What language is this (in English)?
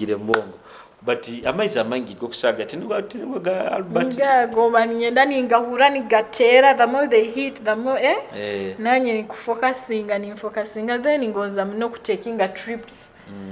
Nyoro